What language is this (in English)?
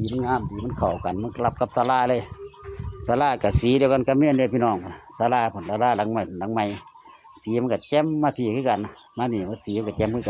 Northeastern Thai